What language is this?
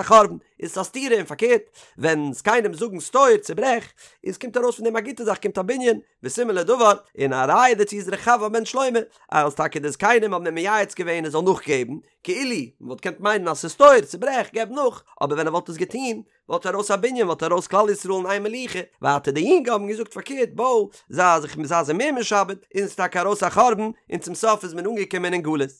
Yiddish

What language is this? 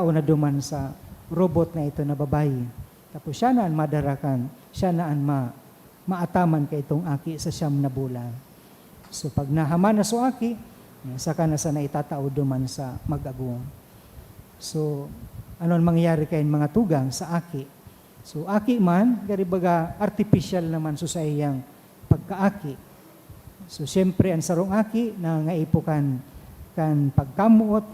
Bikol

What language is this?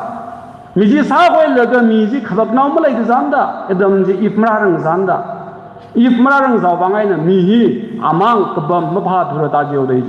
Tangkhul Naga (India)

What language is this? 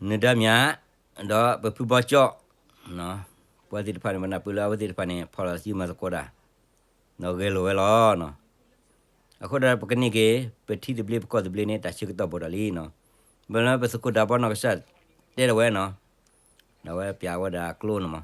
S'gaw Karen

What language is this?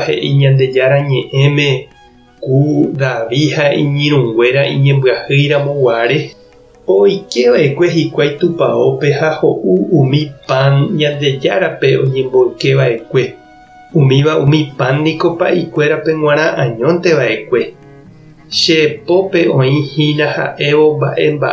Guarani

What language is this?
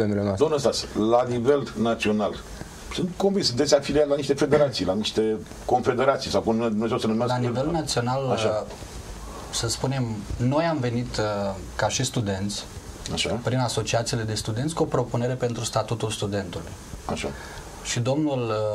Romanian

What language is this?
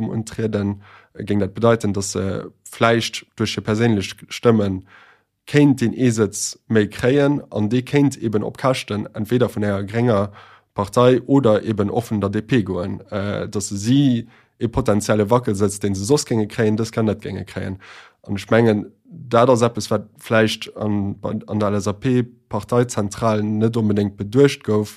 Luxembourgish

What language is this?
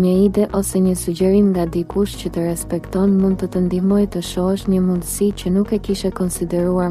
Albanian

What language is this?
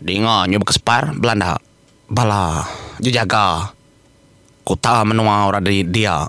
Iban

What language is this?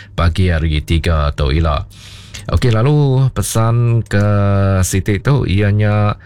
Iban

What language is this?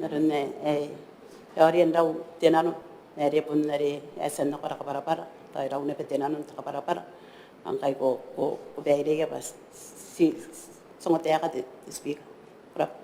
Gilbertese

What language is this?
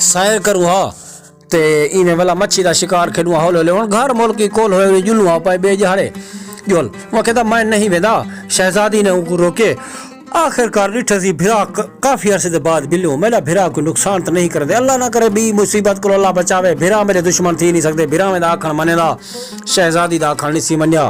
Saraiki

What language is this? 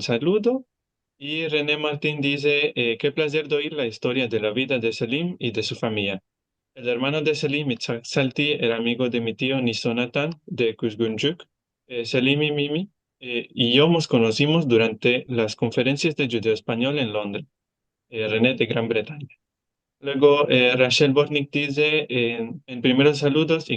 Ladino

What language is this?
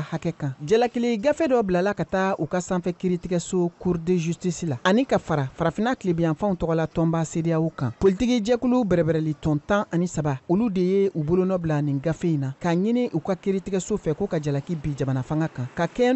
Bambara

